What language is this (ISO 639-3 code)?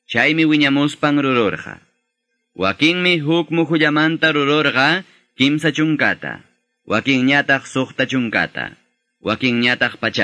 que